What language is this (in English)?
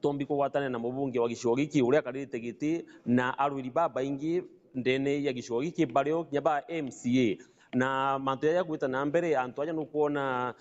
Meru